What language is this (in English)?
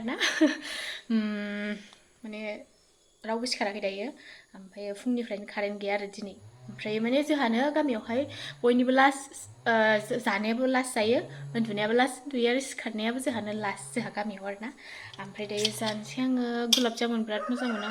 Bodo